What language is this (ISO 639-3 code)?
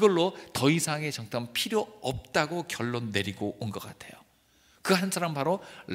kor